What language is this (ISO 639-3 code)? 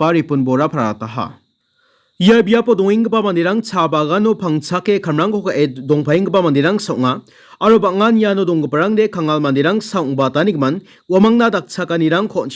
grt